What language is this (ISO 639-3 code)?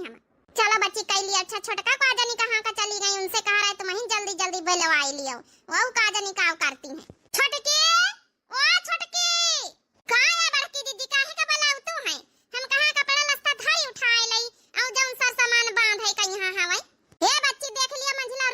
awa